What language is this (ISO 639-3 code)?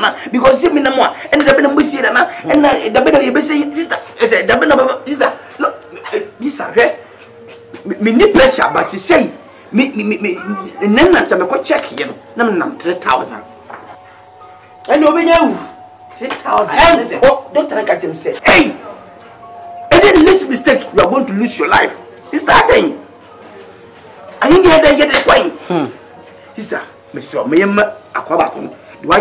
aka